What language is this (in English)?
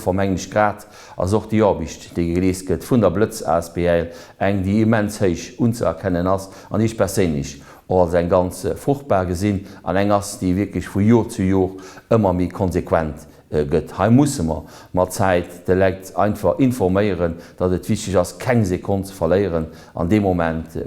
Luxembourgish